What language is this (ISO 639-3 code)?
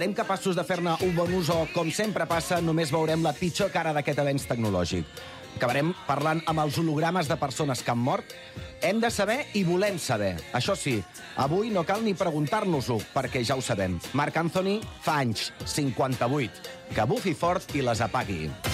cat